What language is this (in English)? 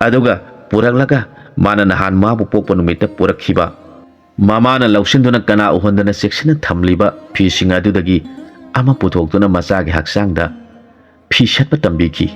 Manipuri